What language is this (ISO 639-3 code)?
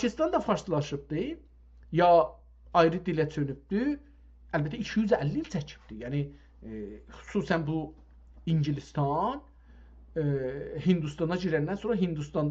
azb